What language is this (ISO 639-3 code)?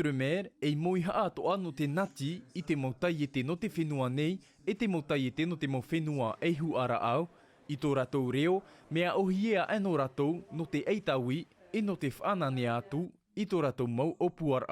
tah